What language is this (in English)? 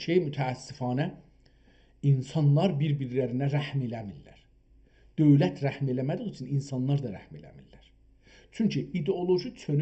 South Azerbaijani